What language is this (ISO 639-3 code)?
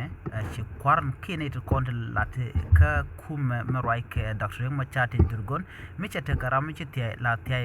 nus